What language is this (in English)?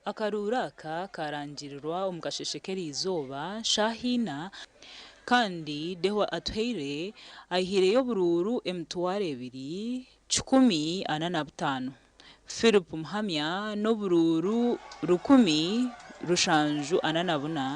Nyankole